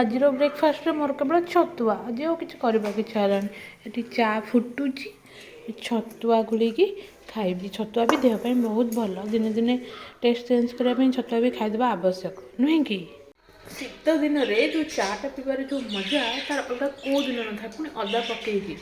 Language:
Odia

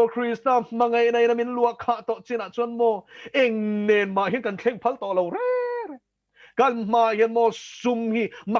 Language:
Mizo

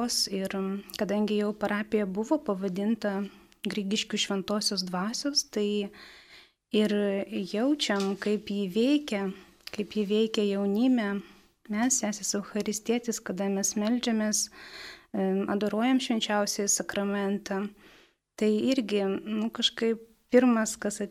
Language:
Lithuanian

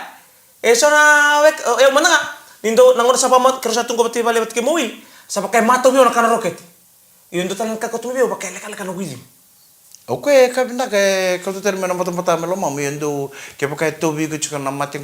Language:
Fijian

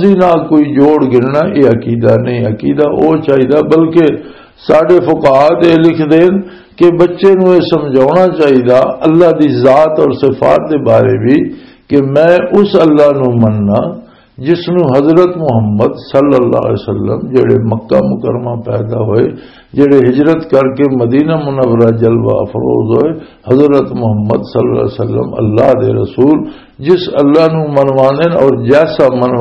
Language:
Western Panjabi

